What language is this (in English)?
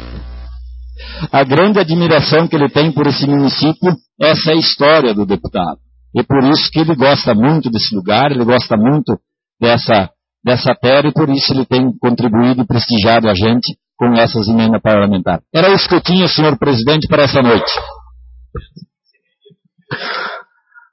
Portuguese